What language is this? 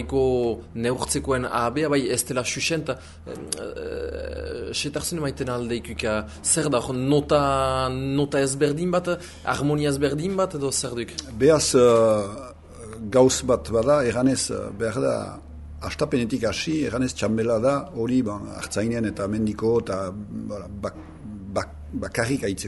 Basque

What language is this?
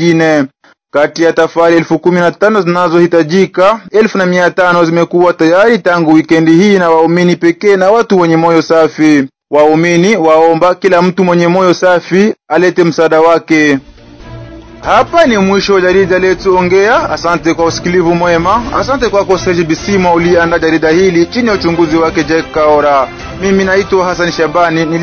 Swahili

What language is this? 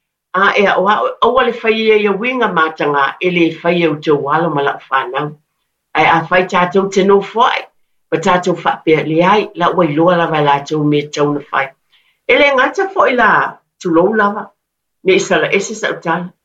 Samoan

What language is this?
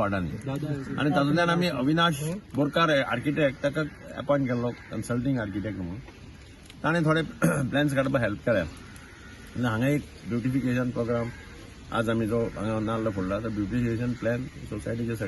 Konkani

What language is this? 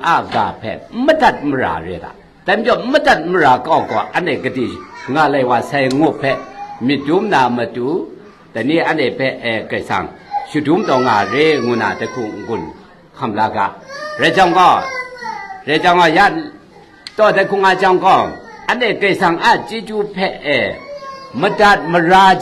Kachin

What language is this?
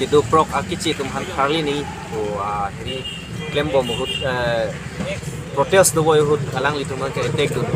Karbi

